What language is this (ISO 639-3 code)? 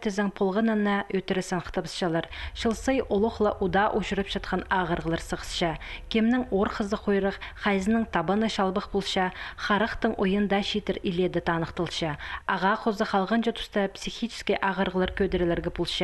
kjh